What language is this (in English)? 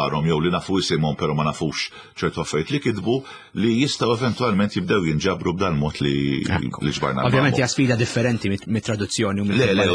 Maltese